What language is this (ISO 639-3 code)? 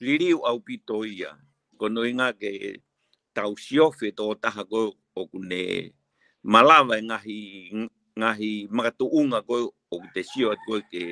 ton